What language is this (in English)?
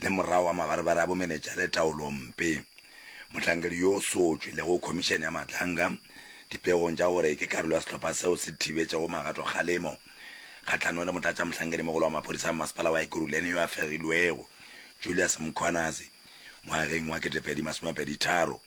Northern Sotho